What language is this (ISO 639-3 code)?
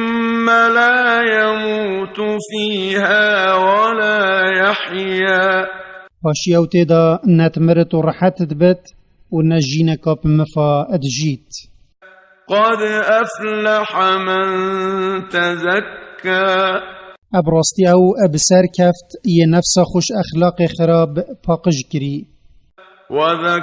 kur